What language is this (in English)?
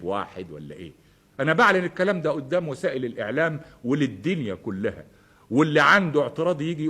Egyptian Arabic